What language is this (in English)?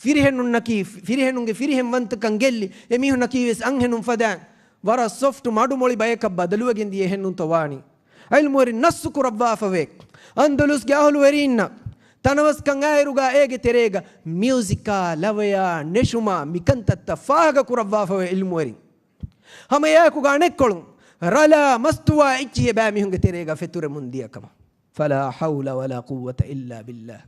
Divehi